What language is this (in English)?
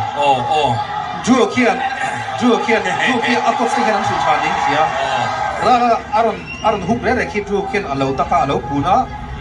Mizo